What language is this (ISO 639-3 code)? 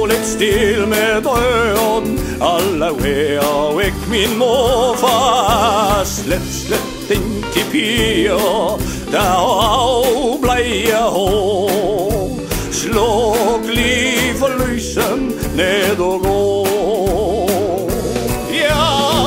dan